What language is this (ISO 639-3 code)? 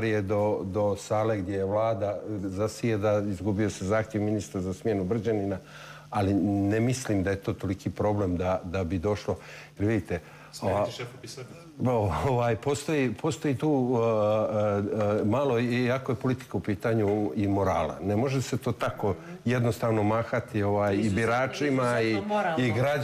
bos